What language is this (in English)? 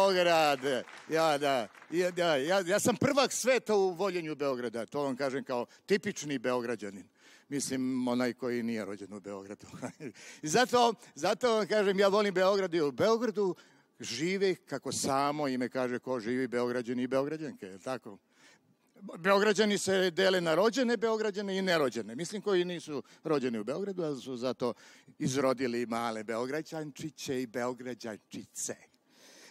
Serbian